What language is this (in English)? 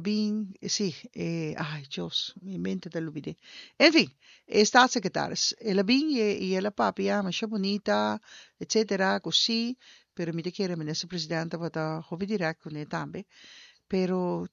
Papiamento